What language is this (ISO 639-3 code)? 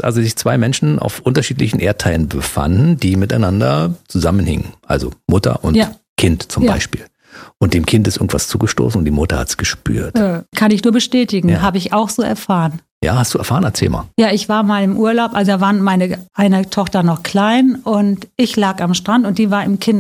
deu